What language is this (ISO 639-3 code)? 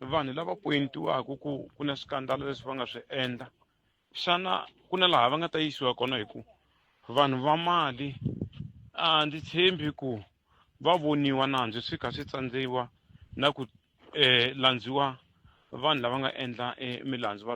tso